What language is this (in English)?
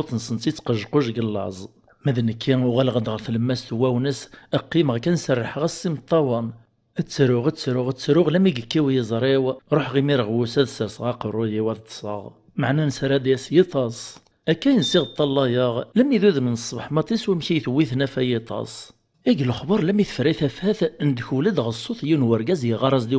Kabyle